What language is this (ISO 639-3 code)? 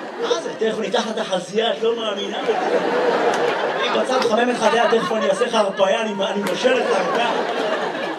heb